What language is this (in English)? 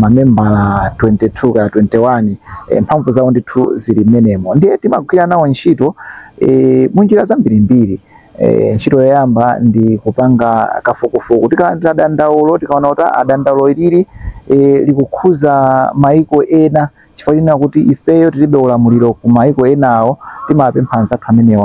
Nyanja